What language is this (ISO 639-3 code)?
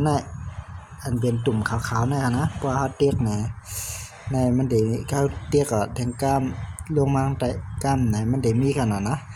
shn